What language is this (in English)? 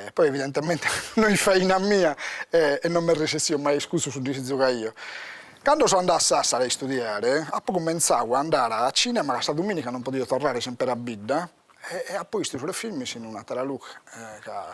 Sardinian